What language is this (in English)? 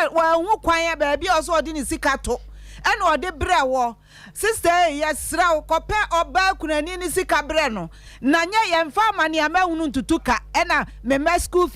Akan